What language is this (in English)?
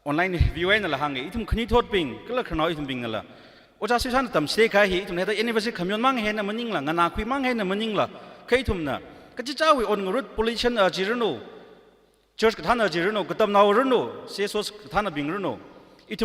Tangkhul Naga (India)